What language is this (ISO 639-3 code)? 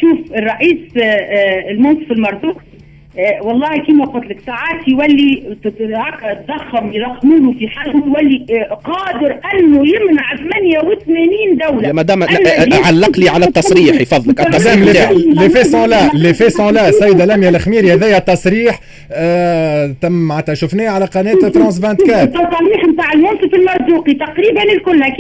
aeb